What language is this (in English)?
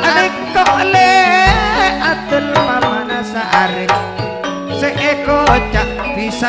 Madurese